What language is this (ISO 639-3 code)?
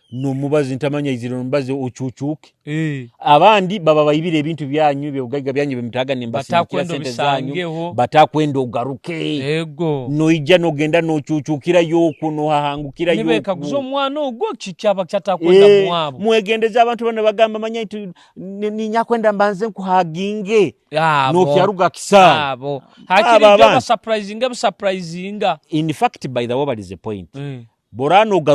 nyo